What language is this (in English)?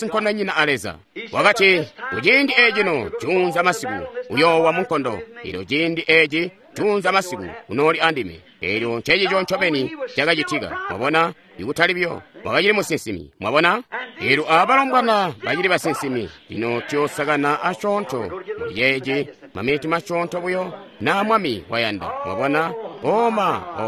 Tonga (Zambia)